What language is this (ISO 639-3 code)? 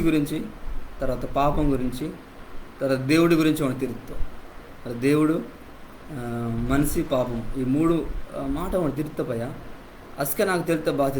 kff